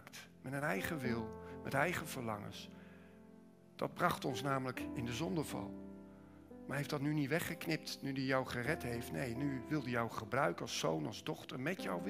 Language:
Dutch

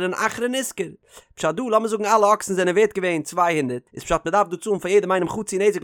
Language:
Yiddish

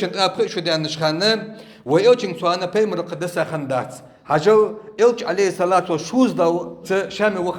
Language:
Ingush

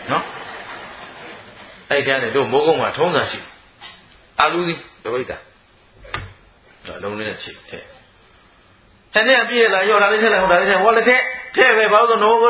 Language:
Burmese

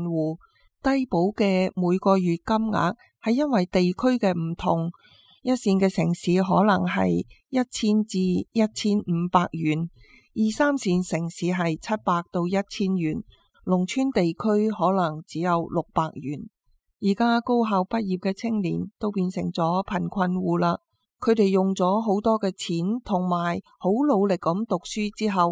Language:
Cantonese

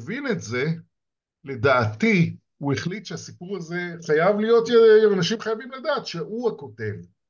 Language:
Hebrew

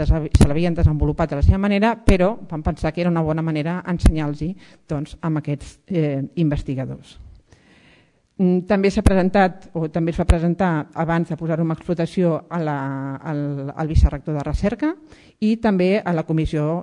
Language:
Catalan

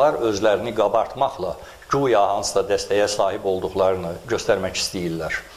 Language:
South Azerbaijani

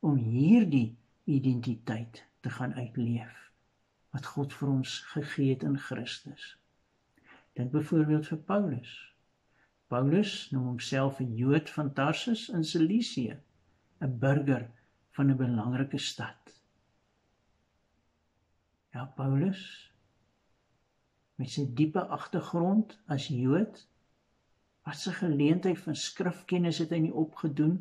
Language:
Afrikaans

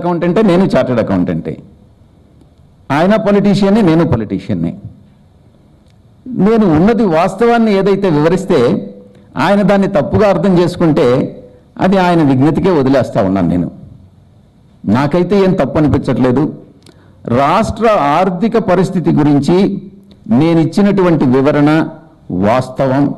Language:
Telugu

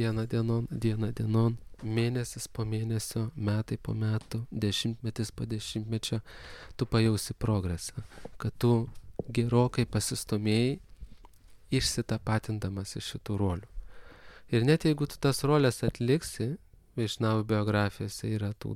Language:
Lithuanian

